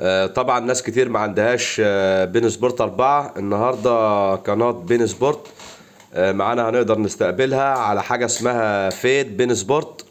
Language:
Egyptian Arabic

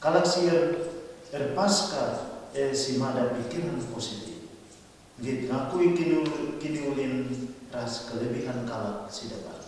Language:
Batak Karo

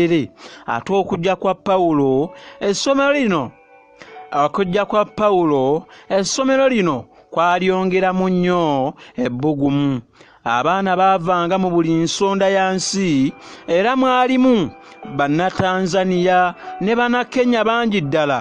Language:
Ganda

